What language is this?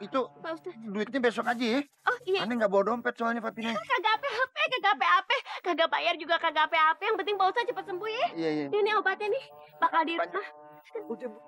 Betawi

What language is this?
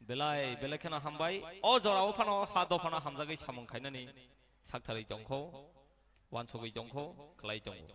Kok Borok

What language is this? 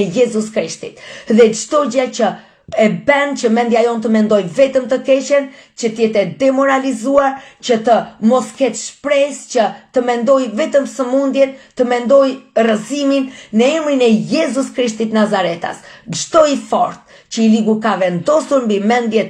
Albanian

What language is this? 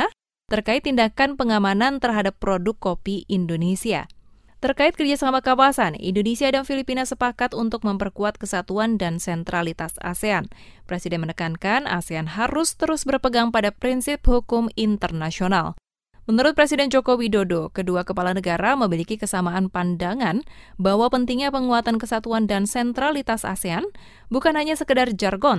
Indonesian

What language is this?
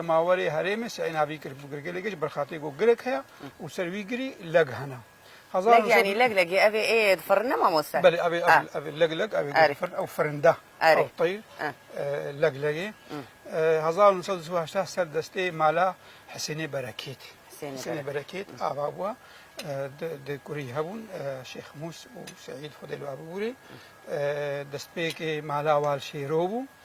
Kurdish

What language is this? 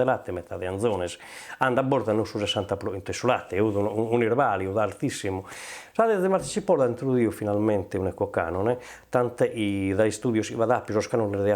Sardinian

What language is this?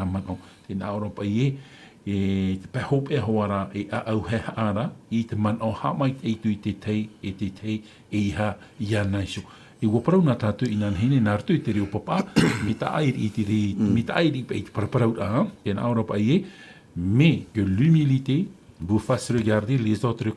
Tahitian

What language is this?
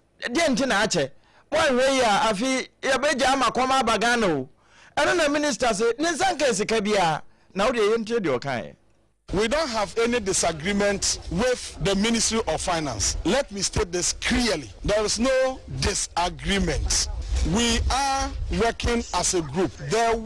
Akan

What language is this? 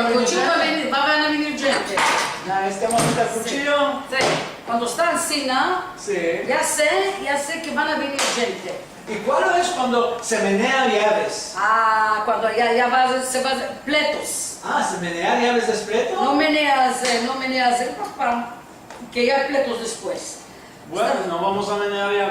Ladino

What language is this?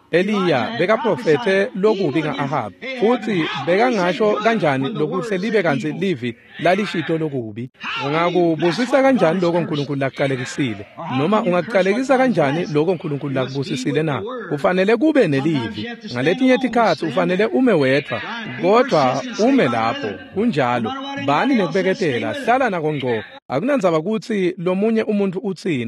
Swati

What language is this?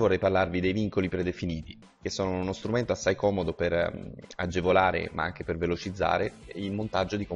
Italian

